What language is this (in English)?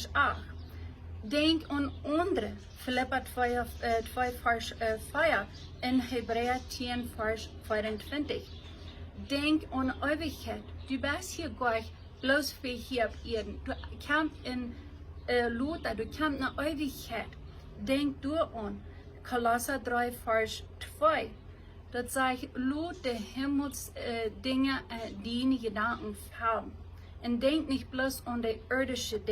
Plautdietsch